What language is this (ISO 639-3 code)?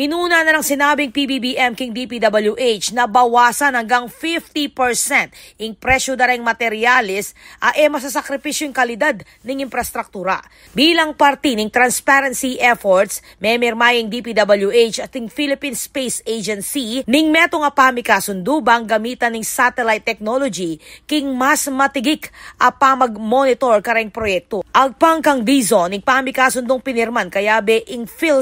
pam